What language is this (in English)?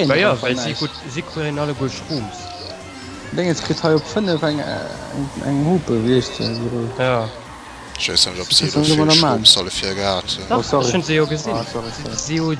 Luxembourgish